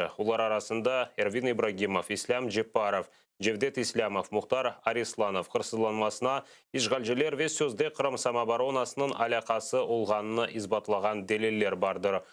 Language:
Crimean Tatar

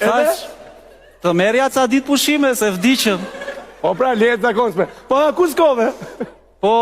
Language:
Albanian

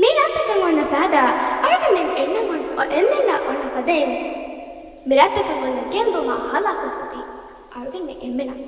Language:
Divehi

